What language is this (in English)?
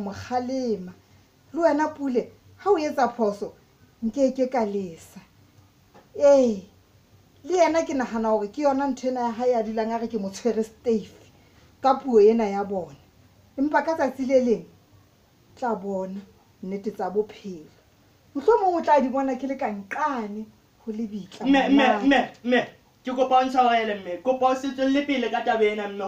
Southern Sotho